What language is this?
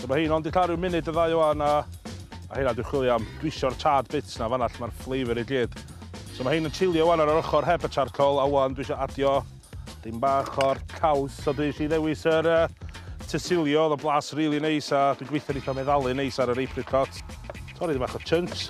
Welsh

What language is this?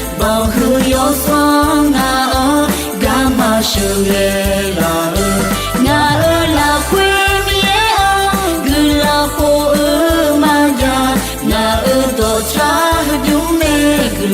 Akha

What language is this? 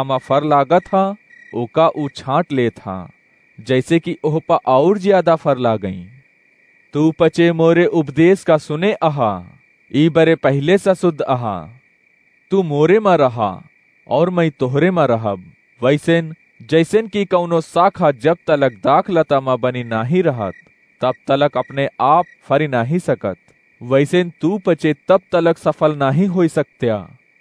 Awadhi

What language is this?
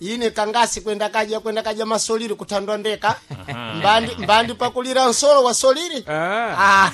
Sena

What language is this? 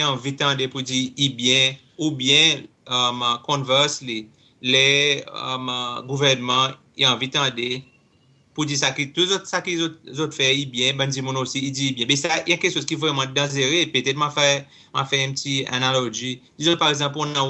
Seselwa Creole French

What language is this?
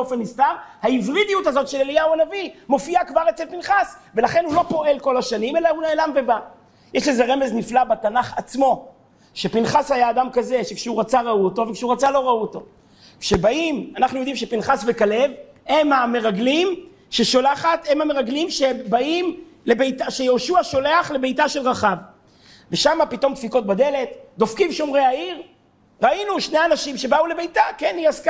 Hebrew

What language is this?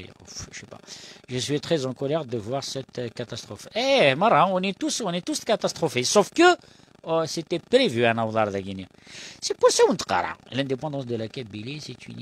Kabyle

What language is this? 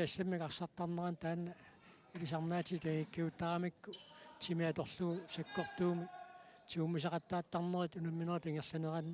Kalaallisut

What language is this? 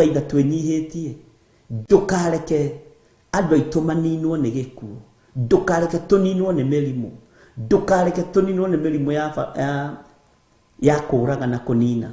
Kikuyu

